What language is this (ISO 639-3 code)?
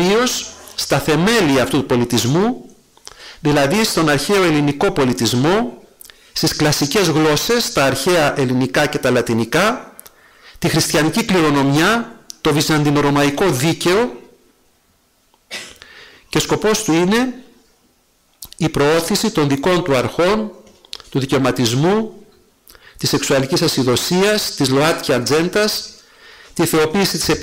ell